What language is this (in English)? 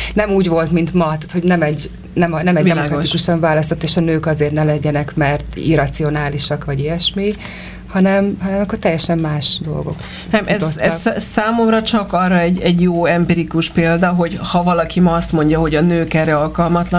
Hungarian